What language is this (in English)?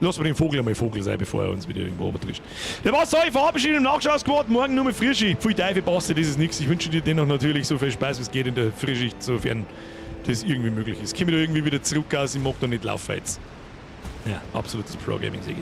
Bavarian